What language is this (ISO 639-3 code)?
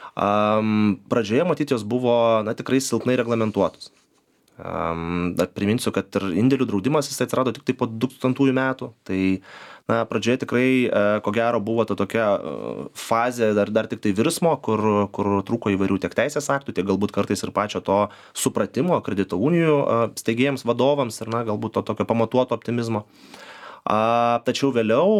lit